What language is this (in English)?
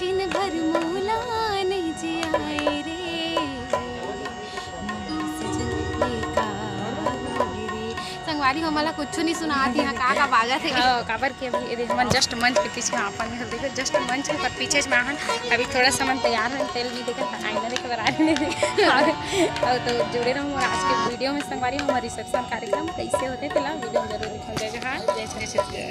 Chhattisgarhi